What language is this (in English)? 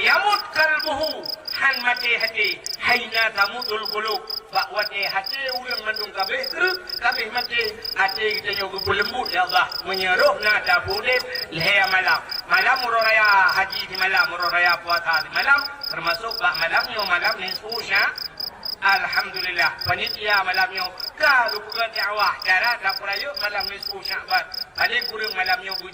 Achinese